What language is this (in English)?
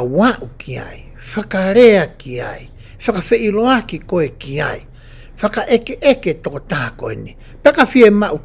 Tongan